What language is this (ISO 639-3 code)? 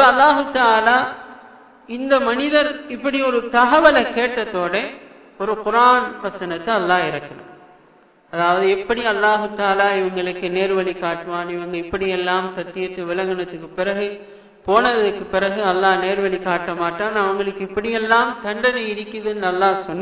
tam